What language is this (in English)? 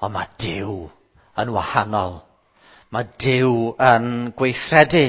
Welsh